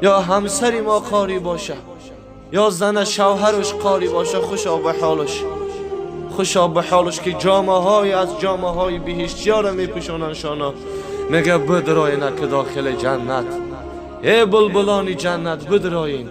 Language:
Tajik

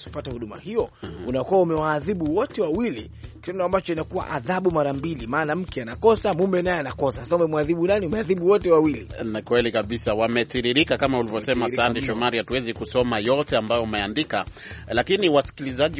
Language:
Swahili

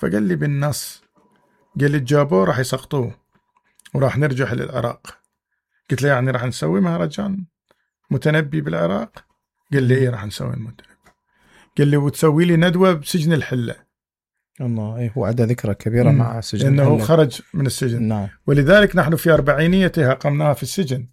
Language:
Mesopotamian Arabic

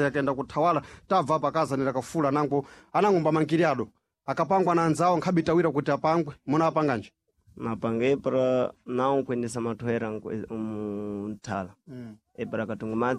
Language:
Sena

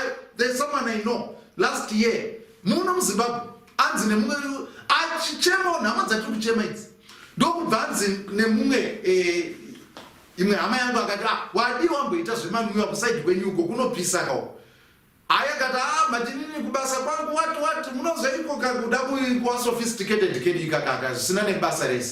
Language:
Shona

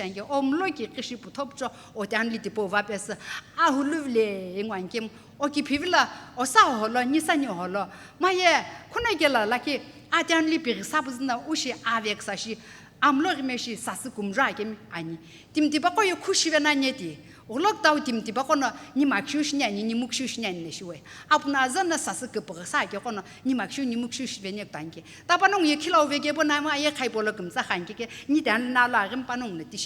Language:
Sumi Naga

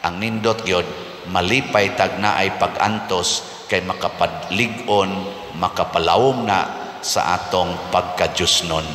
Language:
Cebuano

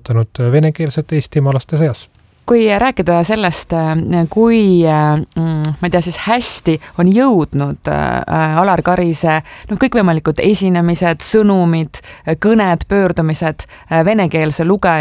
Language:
Estonian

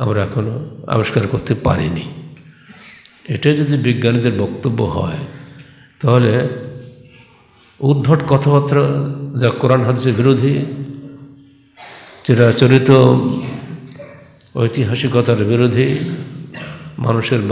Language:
Bangla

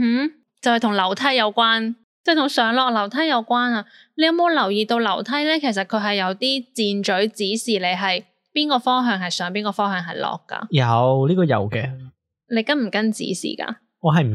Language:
Cantonese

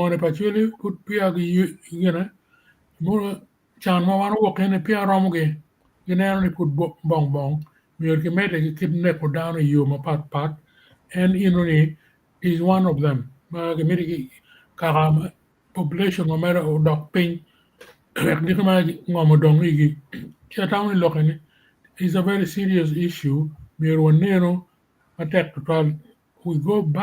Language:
Acoli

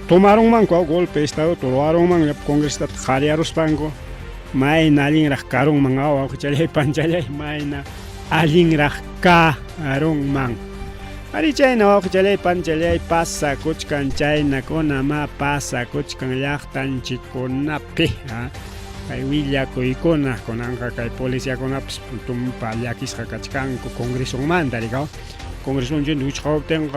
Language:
Ayacucho Quechua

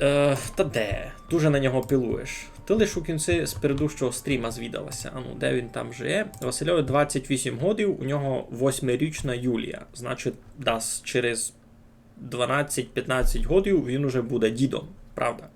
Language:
Rusyn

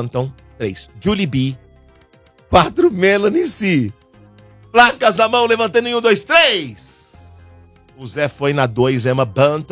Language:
Portuguese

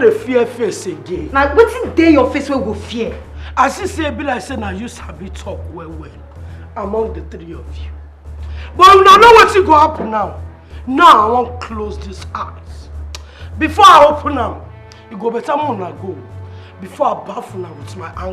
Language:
Nigerian Pidgin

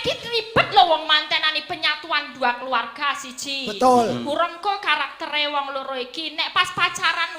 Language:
Javanese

